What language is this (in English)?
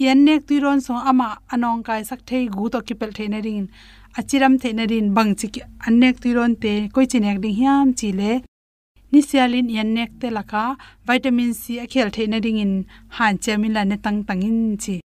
Tedim Chin